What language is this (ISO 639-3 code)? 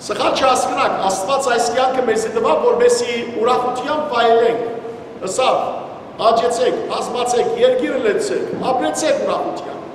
hyw